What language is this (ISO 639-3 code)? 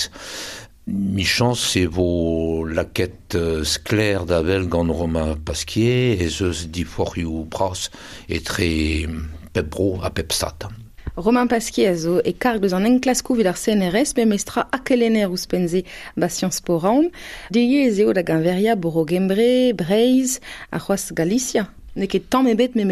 bre